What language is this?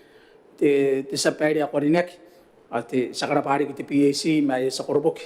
Gilbertese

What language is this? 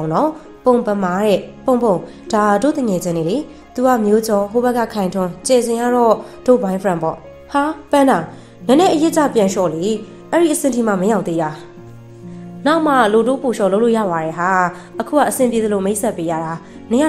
Burmese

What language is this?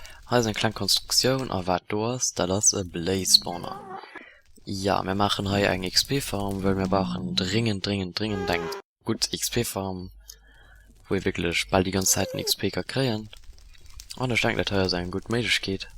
Luxembourgish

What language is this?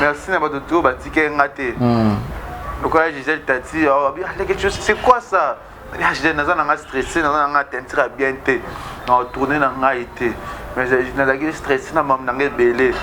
Lingala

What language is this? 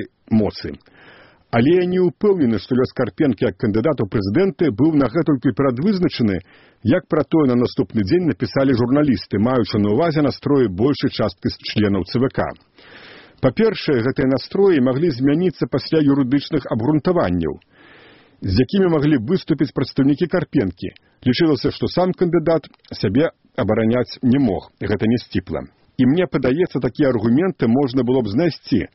Belarusian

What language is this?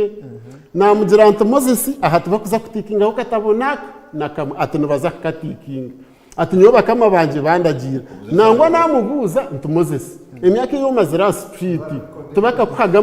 Nyankole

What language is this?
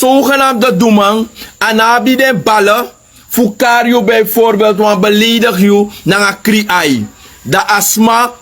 Sranan Tongo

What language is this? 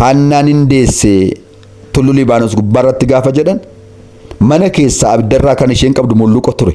Oromo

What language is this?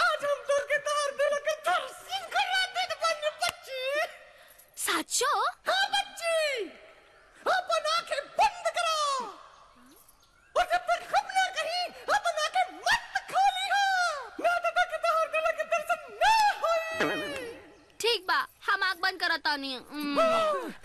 Bhojpuri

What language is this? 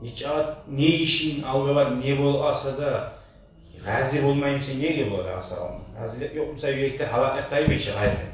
Kumyk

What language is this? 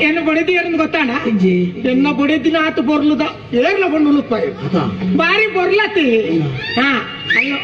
Tulu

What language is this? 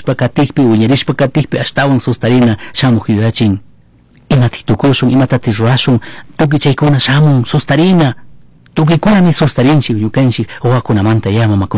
Chimborazo Highland Quichua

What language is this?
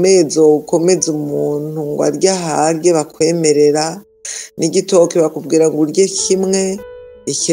Rundi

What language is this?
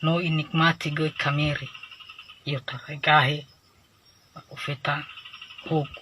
Nias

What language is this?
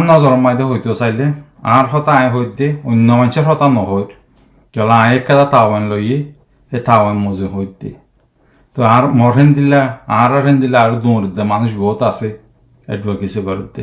Rohingya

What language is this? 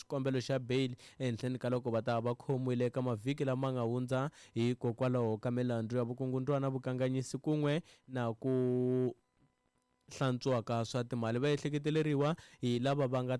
Tsonga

